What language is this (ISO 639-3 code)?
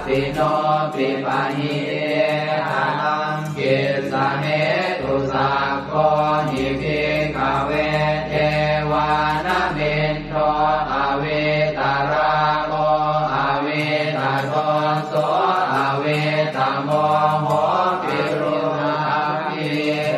pli